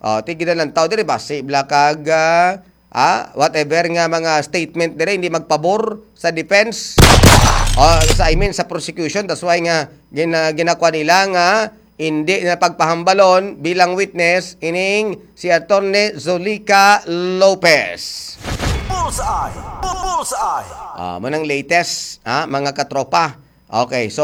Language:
Hiligaynon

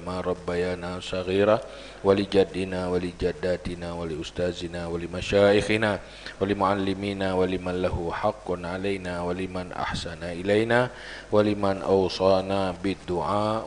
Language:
Achinese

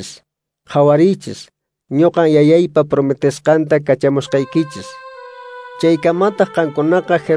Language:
Quechua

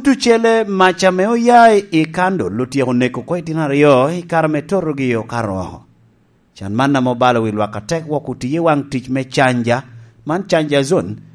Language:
Lango (Uganda)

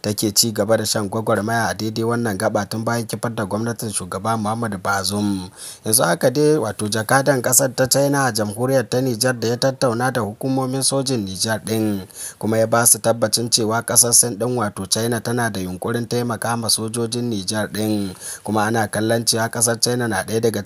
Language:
Hausa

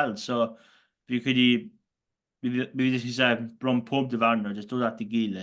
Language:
Welsh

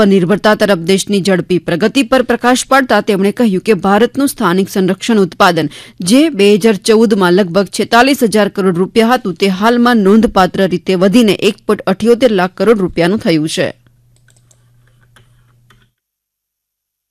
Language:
Gujarati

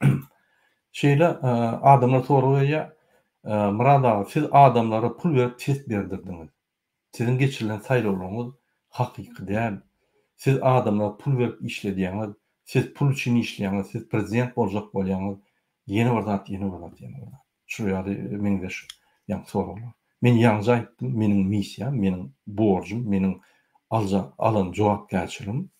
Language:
Turkmen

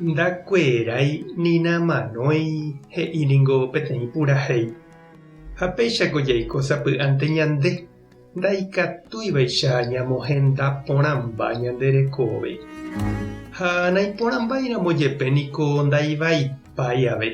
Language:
Guarani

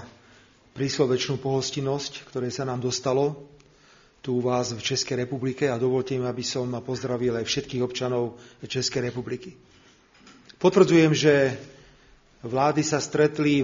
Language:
Slovak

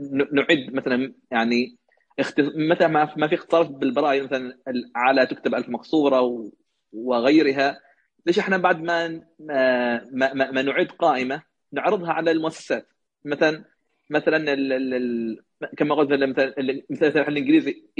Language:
Najdi Arabic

